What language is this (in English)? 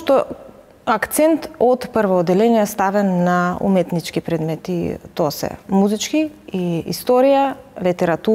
Macedonian